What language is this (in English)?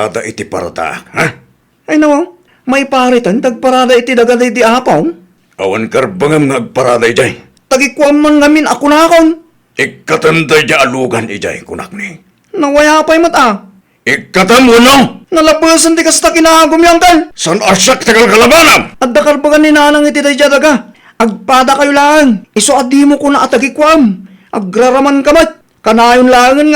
Iloko